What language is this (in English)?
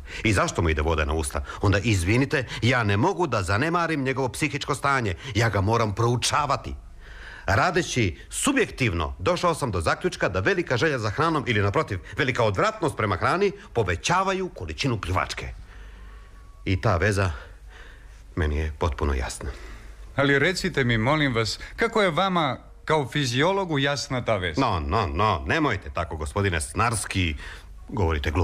Serbian